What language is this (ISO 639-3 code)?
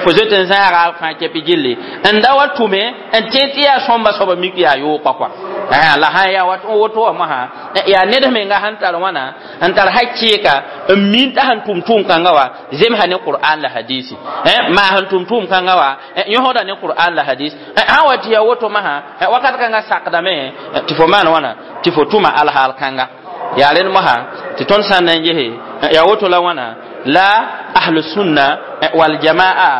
mos